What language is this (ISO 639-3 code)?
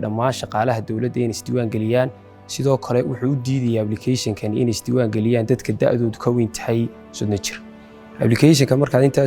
som